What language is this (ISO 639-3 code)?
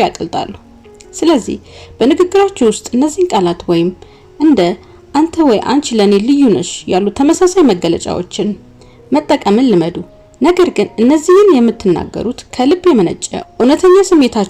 amh